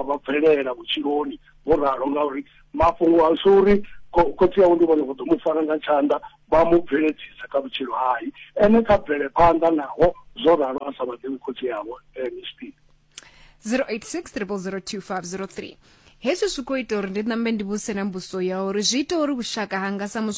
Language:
Venda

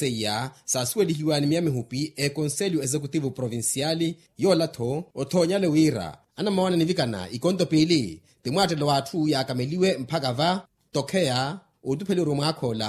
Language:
Makhuwa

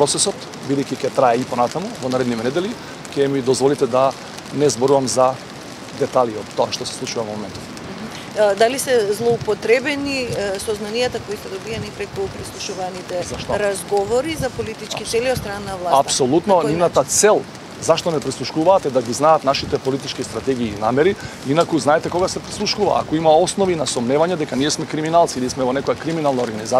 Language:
Macedonian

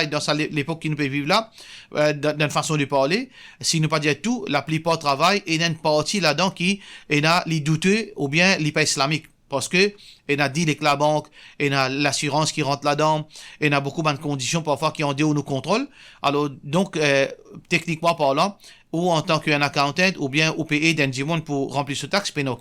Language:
Morisyen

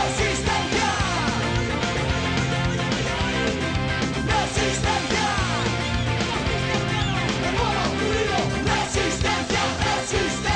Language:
Catalan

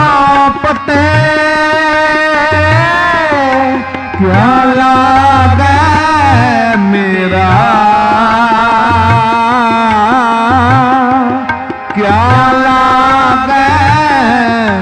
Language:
Punjabi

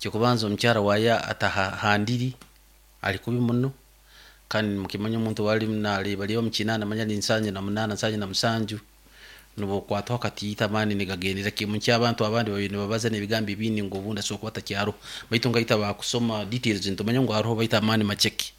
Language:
Nyankole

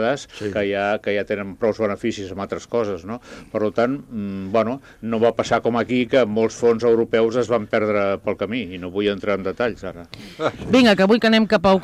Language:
Catalan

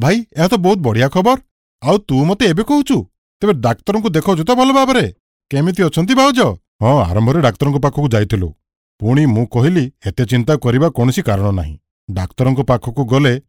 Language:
Odia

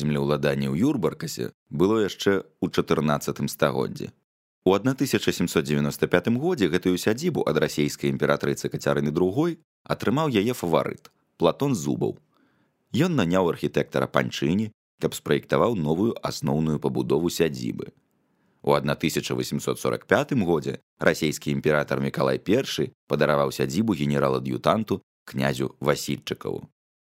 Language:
Belarusian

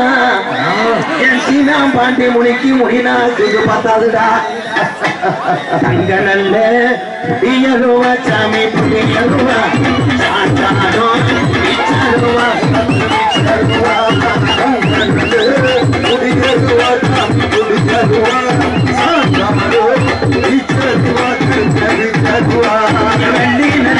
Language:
Tamil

